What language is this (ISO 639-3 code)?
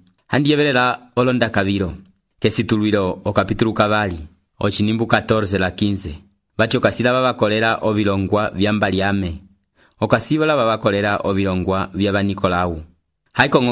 umb